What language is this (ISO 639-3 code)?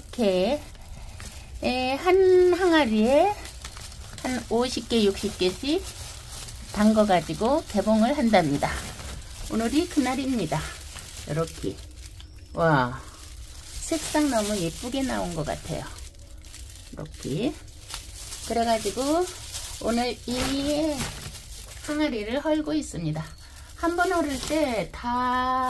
kor